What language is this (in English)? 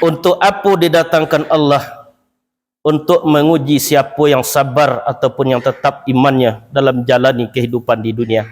Minangkabau